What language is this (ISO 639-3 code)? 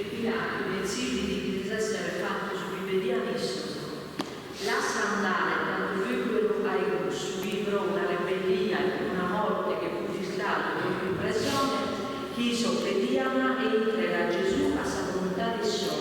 srd